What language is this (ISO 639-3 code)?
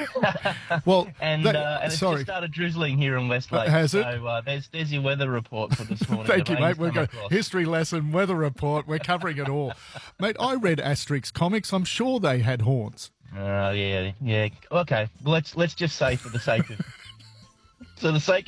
eng